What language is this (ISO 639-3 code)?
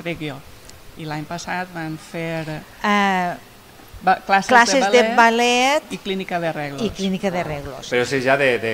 cat